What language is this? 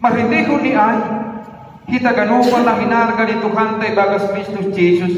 Batak Simalungun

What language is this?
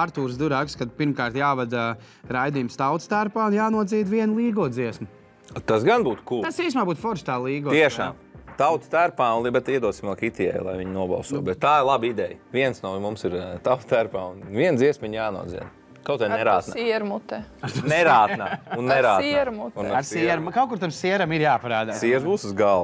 Latvian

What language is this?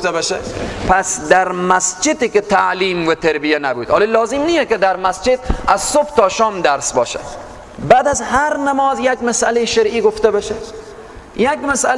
Persian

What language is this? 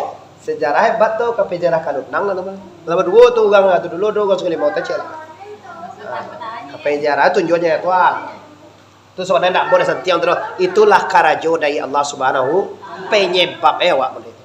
Minangkabau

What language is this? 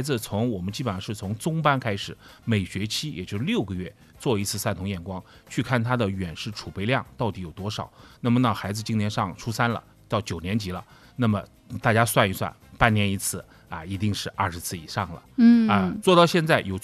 Chinese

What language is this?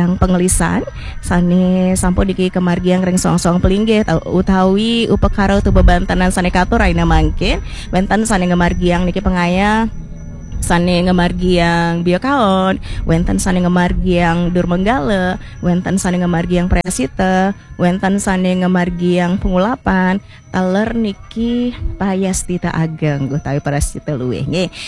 Balinese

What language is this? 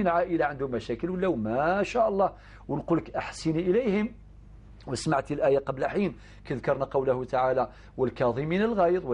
Algerian Arabic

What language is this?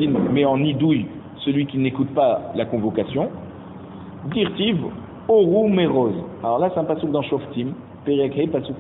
French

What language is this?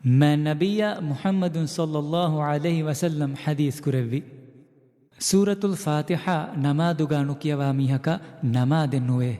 Divehi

